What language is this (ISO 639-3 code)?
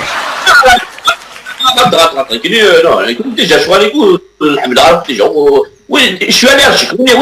kab